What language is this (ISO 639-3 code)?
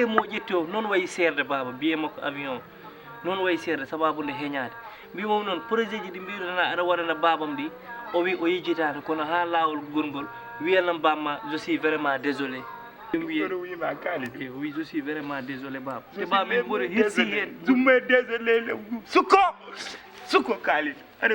ful